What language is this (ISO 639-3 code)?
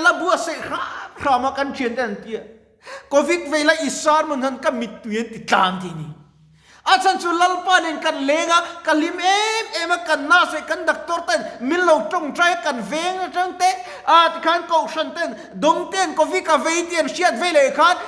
lus